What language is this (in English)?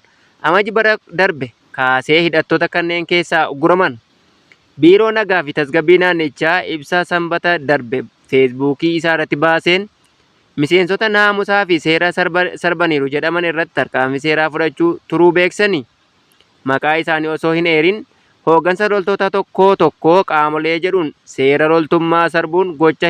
Oromo